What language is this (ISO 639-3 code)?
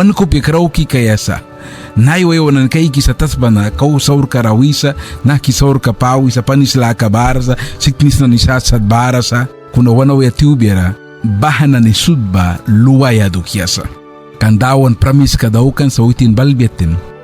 miq